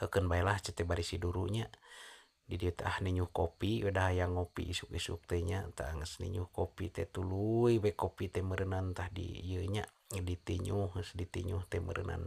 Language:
Sundanese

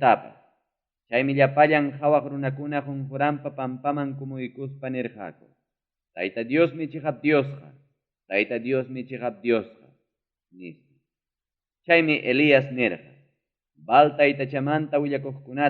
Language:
Ayacucho Quechua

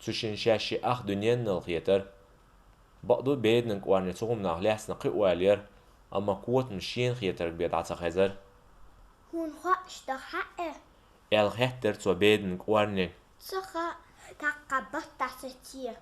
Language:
Chechen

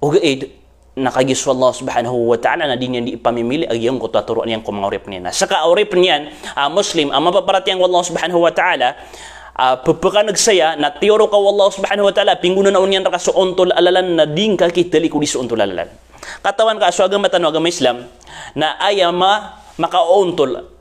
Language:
Maranao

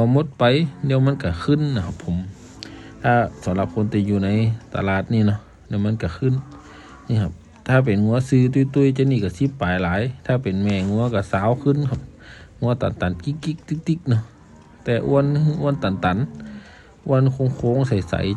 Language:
Northeastern Thai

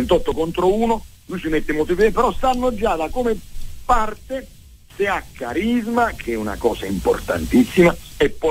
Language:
Italian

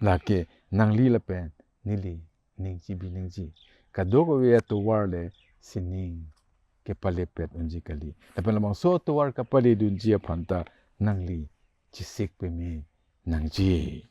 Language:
Karbi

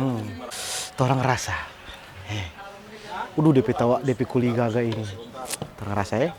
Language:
Manado Malay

